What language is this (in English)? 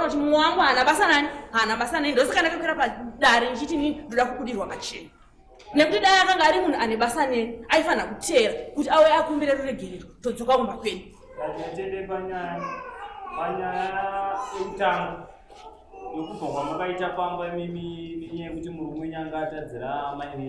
Shona